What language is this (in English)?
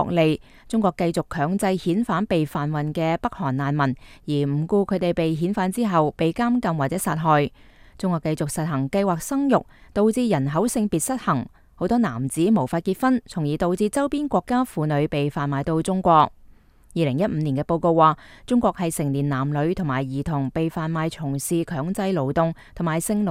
Cantonese